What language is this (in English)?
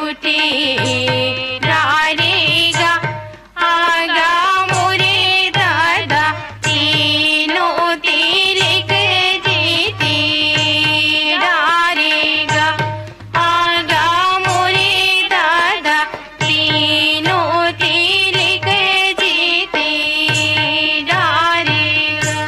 Chhattisgarhi